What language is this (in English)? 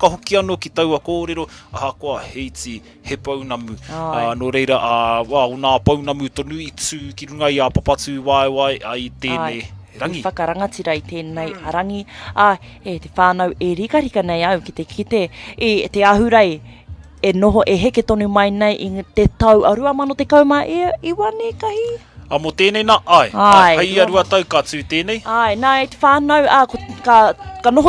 Māori